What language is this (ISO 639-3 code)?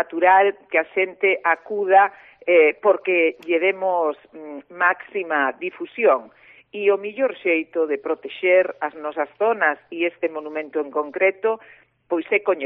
glg